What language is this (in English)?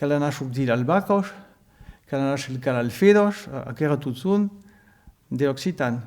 Occitan